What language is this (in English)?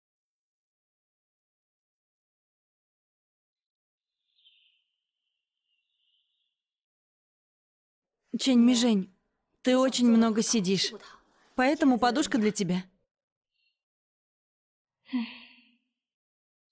Russian